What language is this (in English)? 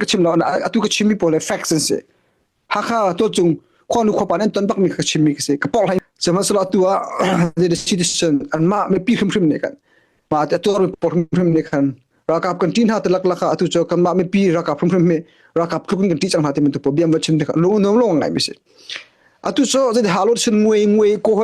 Hakha Chin